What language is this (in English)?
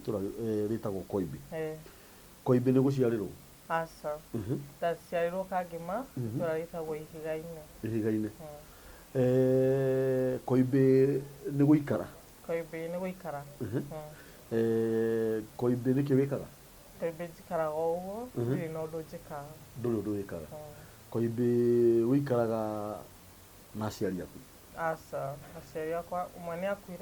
Kikuyu